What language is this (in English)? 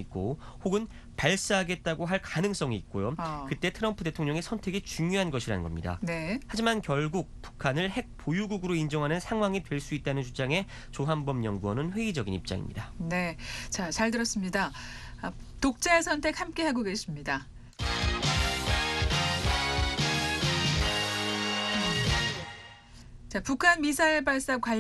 Korean